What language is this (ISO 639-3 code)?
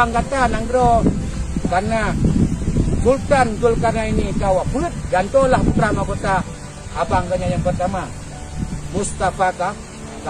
ace